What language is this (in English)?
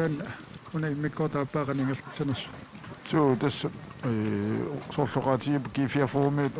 Kalaallisut